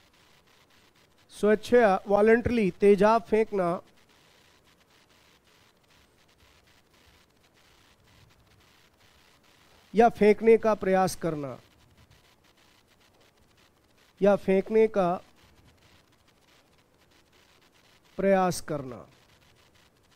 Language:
Hindi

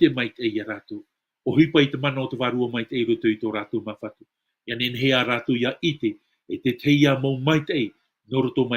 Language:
Tahitian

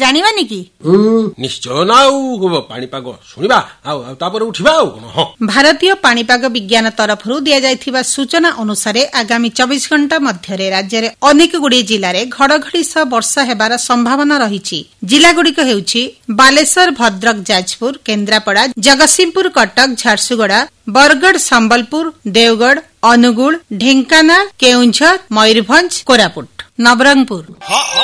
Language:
Odia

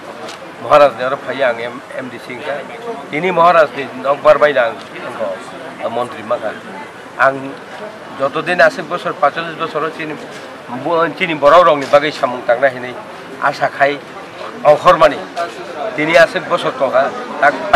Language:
Kok Borok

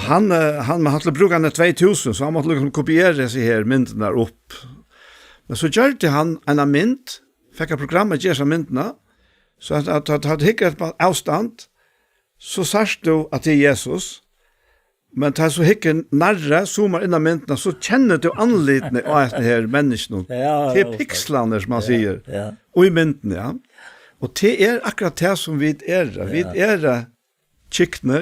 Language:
Faroese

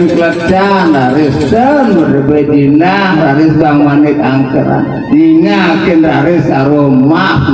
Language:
Balinese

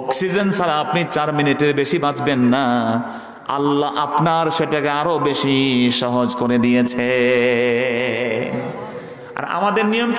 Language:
Bangla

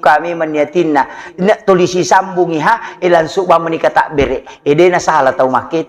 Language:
Buginese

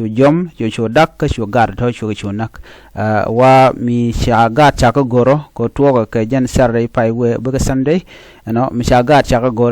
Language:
Nuer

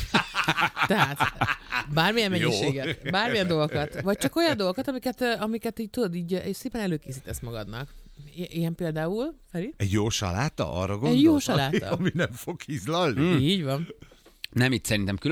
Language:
Hungarian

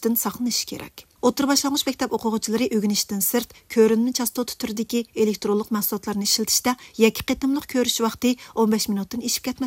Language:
Uyghur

